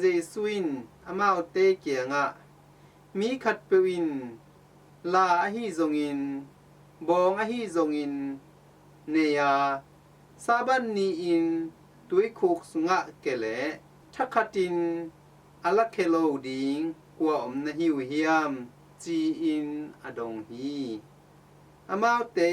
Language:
Tedim Chin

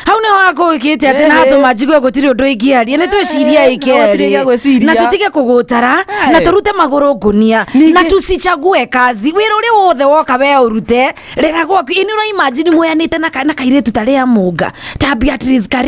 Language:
Kikuyu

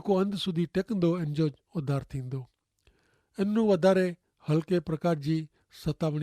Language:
Kachhi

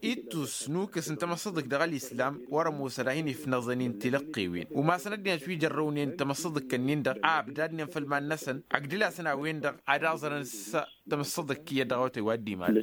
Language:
Tamasheq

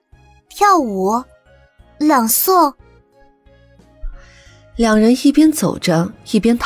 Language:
Chinese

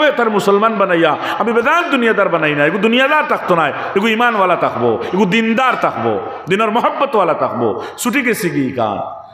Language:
Sylheti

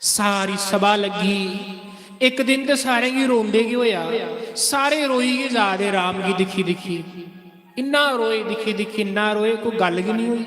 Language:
Dogri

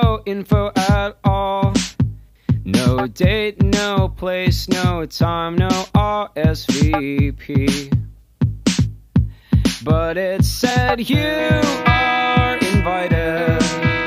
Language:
English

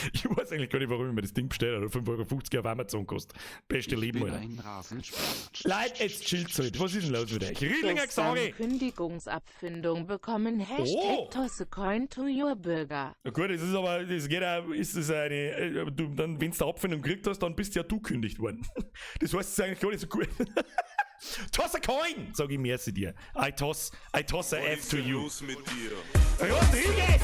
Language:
Bavarian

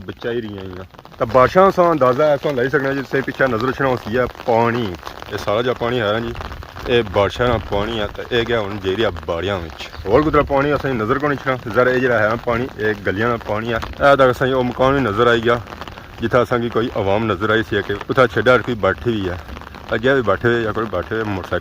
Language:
Pahari-Potwari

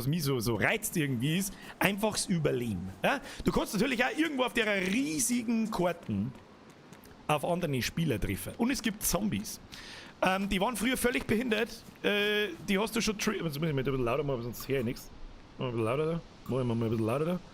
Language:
Bavarian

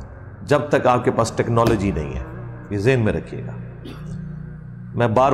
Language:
Urdu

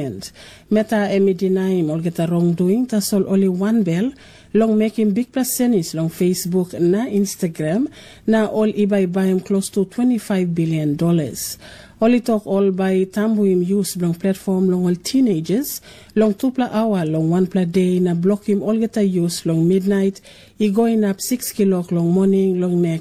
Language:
Tok Pisin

